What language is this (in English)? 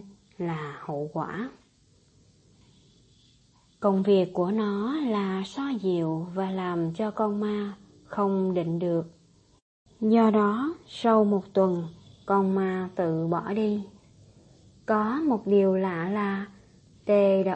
Vietnamese